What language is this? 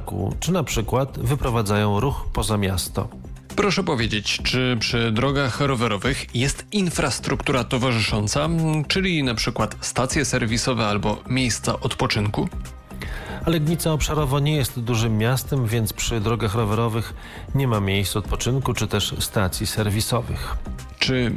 Polish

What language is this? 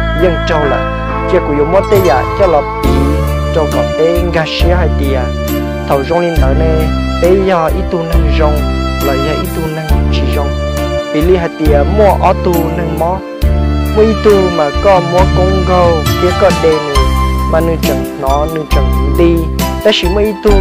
Hmong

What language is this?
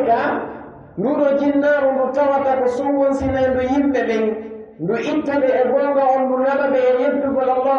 Pular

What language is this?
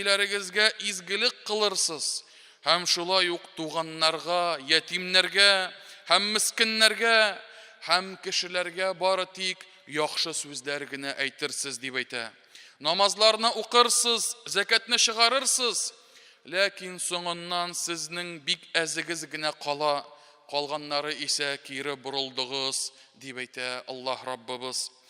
Tatar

